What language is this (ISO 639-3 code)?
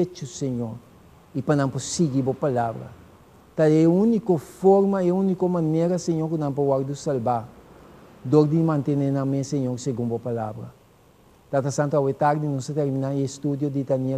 pap